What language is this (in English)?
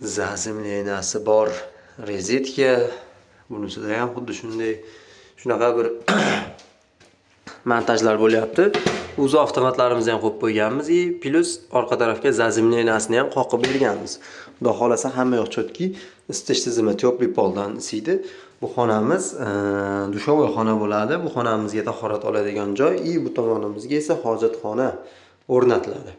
Uzbek